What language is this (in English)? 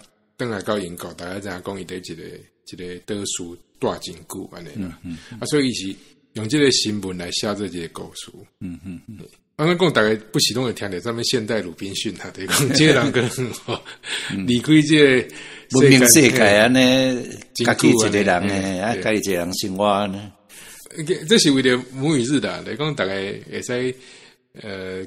Min Nan Chinese